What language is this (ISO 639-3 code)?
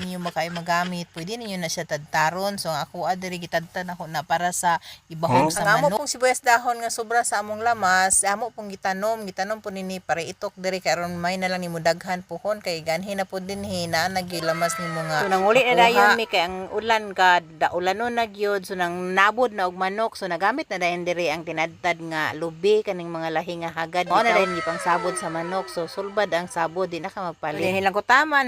ceb